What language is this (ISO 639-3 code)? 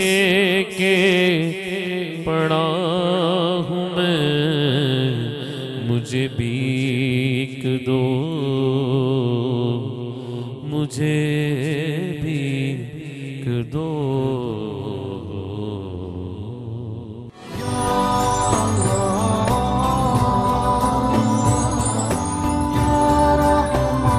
urd